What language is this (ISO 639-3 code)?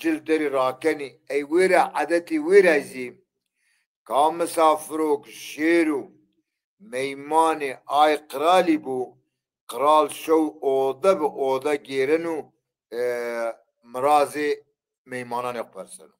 zza